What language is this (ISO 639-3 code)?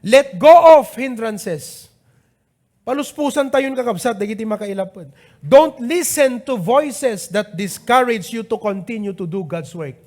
ilo